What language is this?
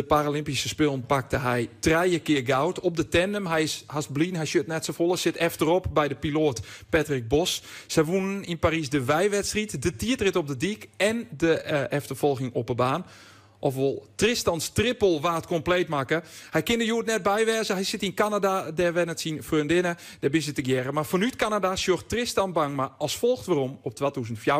Western Frisian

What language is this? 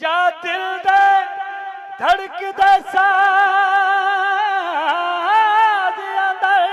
Saraiki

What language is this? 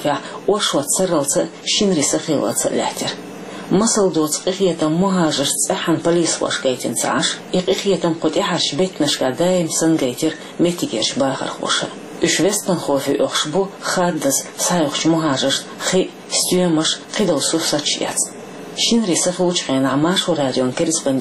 Chechen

